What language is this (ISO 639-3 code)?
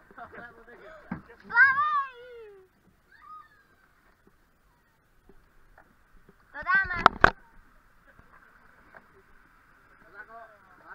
ces